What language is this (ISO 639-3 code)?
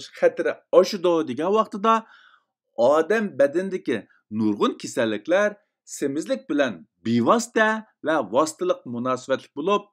uig